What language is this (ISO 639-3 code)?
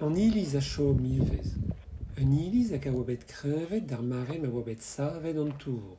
bre